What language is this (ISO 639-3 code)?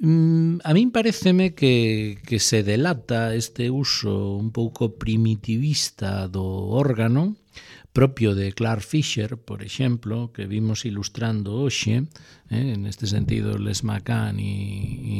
glg